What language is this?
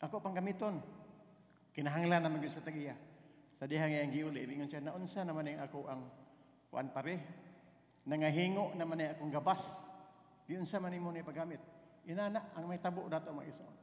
Cebuano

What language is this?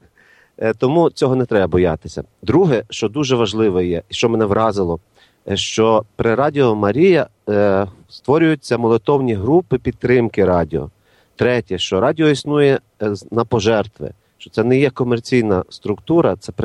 Ukrainian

